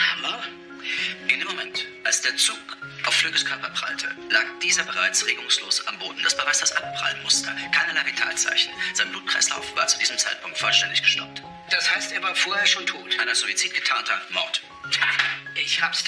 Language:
German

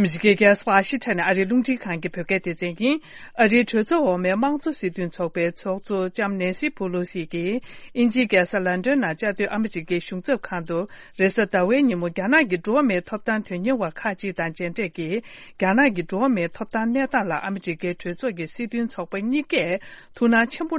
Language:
Tibetan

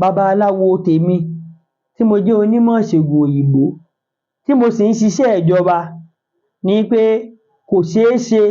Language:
Yoruba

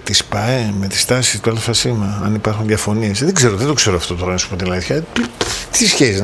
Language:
Greek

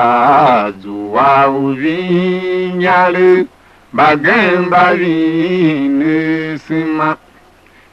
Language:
Tiv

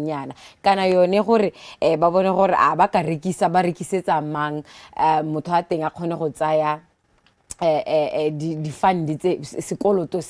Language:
Tswana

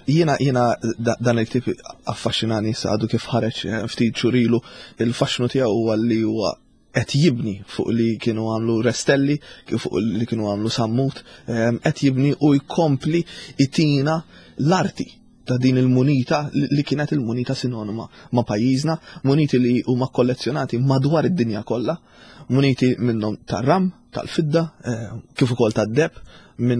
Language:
Maltese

